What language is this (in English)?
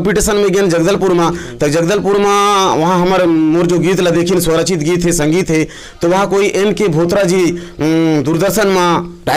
Chhattisgarhi